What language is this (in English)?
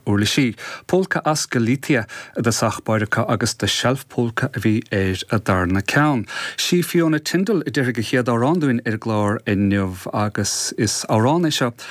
Irish